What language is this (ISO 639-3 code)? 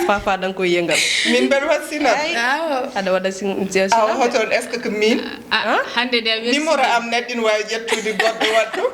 ful